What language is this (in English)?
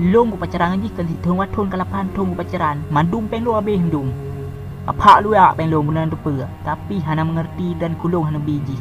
Achinese